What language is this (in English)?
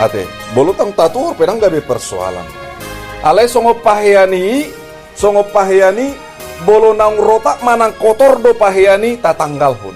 Batak Toba